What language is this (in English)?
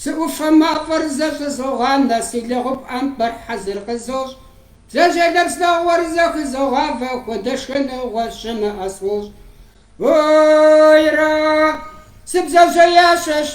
Kabardian